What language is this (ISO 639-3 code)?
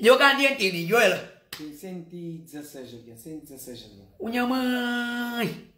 kea